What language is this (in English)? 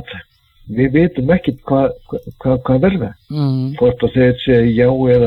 Icelandic